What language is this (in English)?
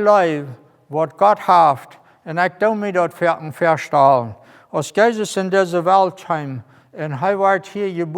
Plautdietsch